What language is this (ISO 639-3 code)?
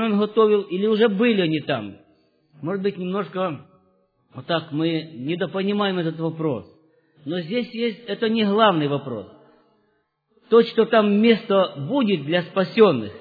rus